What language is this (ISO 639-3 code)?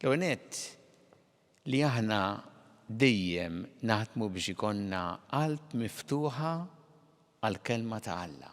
mlt